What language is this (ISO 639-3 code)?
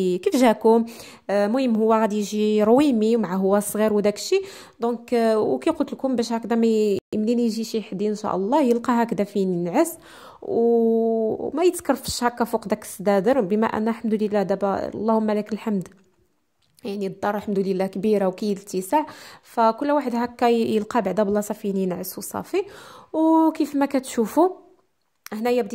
ary